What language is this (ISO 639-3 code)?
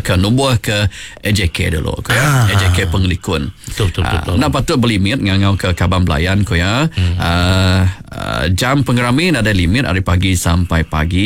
iba